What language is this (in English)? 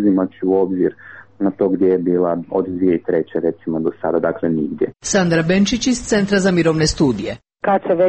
Croatian